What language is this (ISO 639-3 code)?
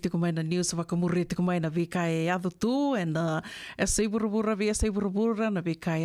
fij